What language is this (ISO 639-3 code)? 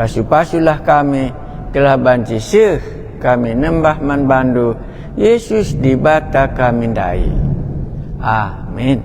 btx